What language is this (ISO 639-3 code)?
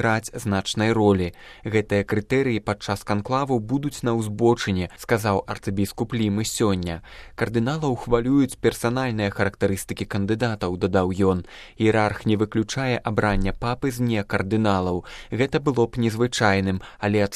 bel